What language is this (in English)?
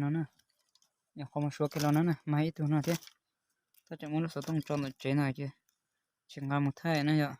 Hmong